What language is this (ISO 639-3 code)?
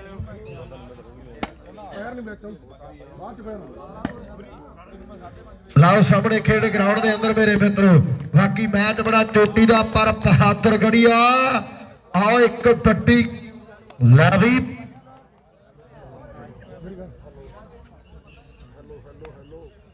pan